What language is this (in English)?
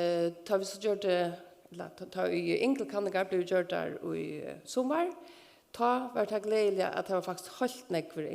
Faroese